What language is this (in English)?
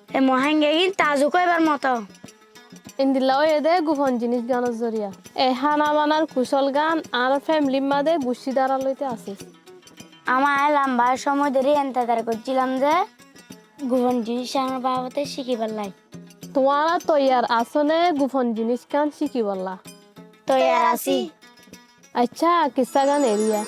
Rohingya